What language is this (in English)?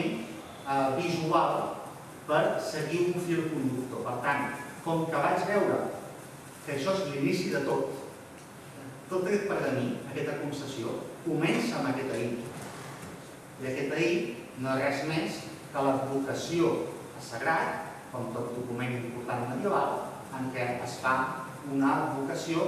Catalan